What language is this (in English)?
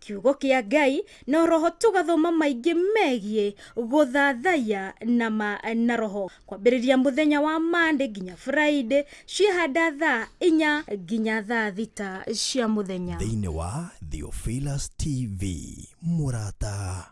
Kikuyu